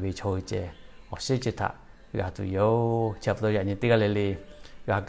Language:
Lahu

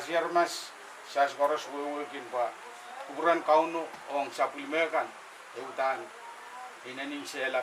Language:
Pohnpeian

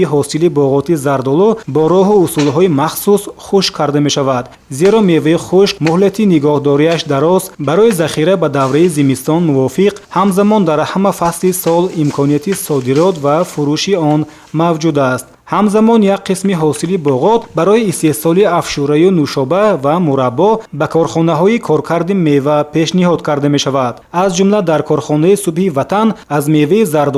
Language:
Tajik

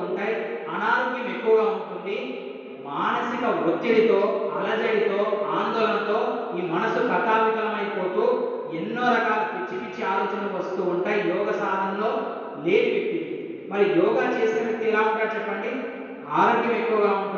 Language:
Telugu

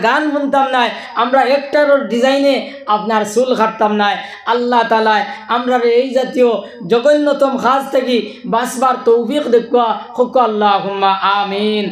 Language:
Sylheti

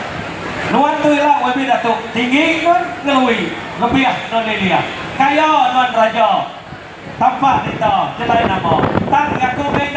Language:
Iban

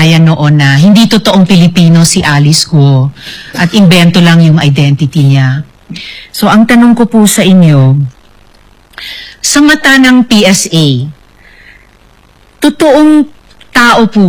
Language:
Filipino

